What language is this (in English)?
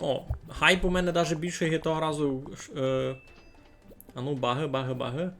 Rusyn